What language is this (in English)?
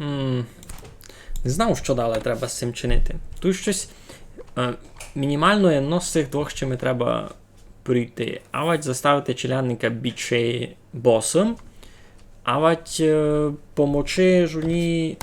Rusyn